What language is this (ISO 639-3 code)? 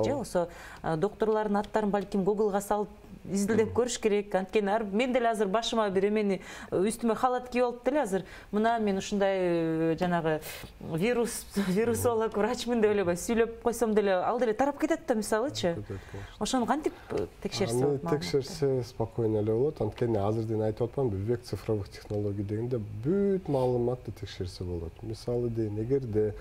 kir